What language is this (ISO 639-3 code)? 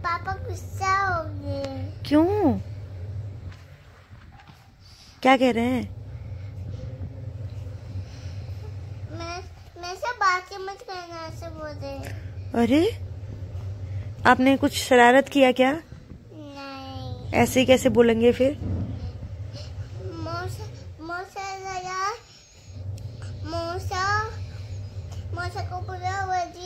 hin